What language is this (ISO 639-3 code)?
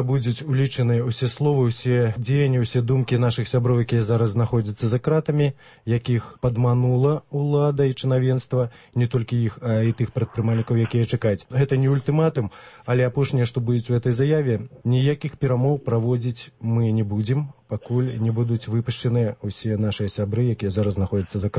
bel